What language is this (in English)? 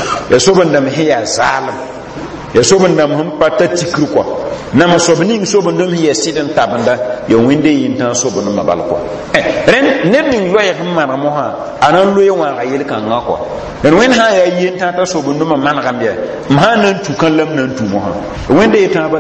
Mossi